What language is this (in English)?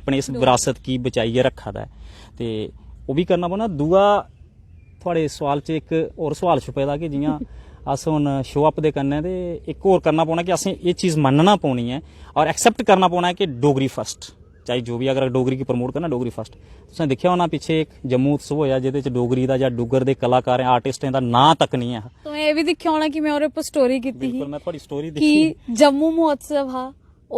Dogri